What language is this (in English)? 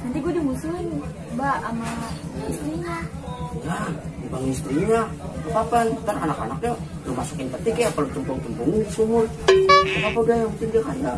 Betawi